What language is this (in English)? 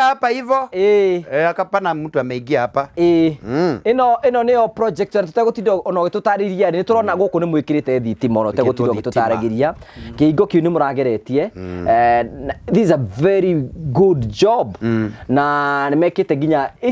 Kikuyu